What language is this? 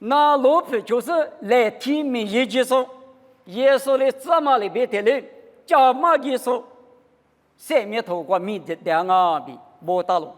Lisu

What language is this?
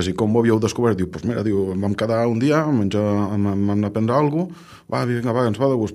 Catalan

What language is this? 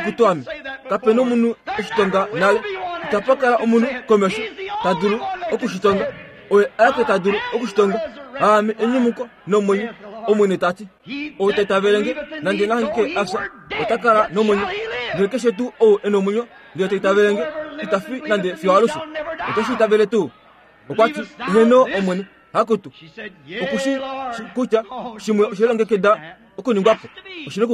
Kuanyama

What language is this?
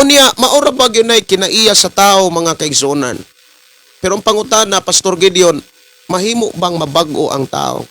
Cebuano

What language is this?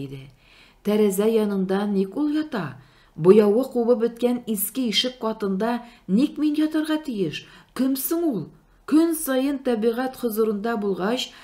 Tatar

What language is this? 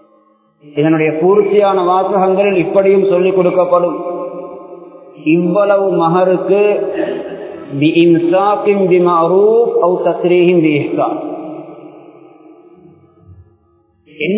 Tamil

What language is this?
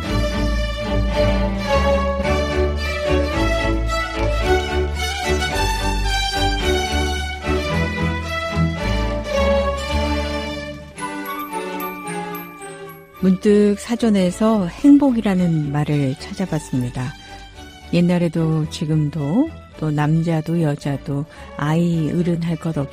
Korean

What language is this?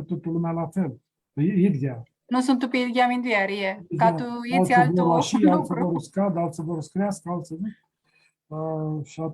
Aromanian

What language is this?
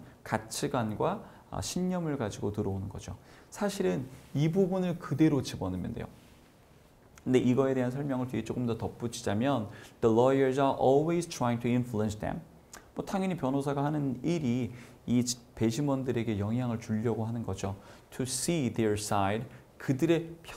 Korean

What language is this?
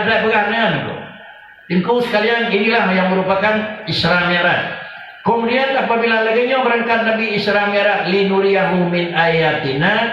Achinese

